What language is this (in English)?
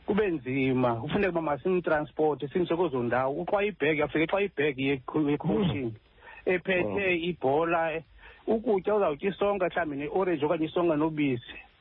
Xhosa